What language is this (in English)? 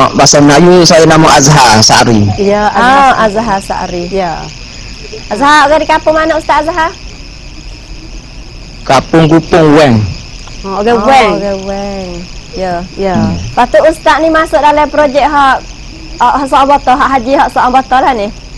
Malay